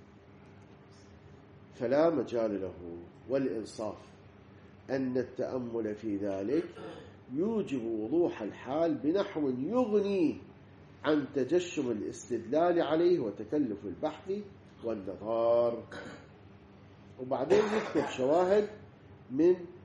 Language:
Arabic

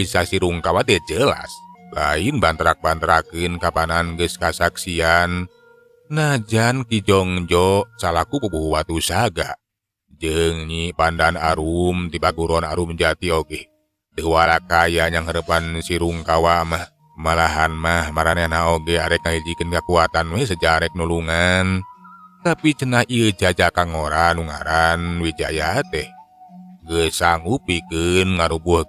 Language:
Sundanese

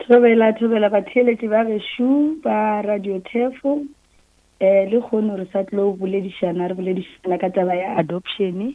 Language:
Northern Sotho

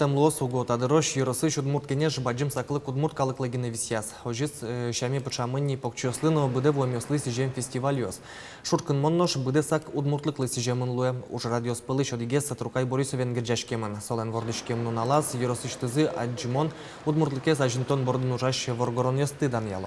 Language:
Udmurt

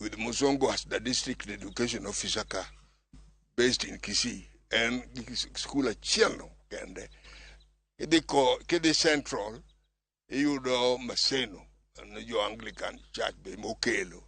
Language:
Luo (Kenya and Tanzania)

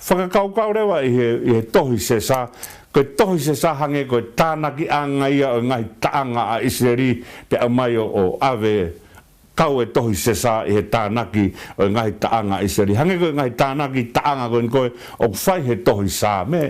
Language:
Tongan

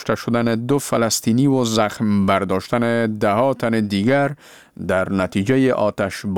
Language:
Persian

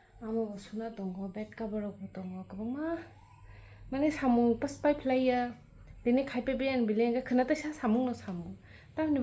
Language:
Kok Borok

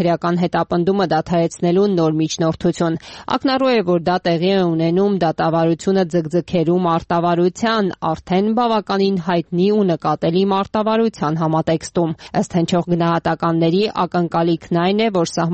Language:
Armenian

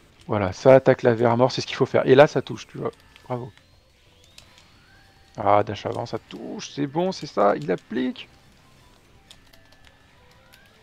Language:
French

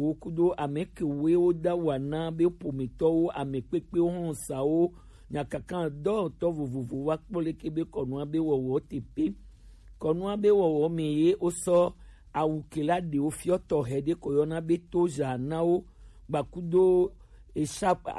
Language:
Gen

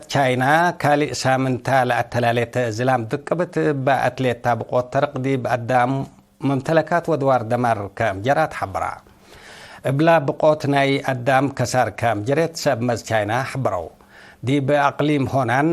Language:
Tigre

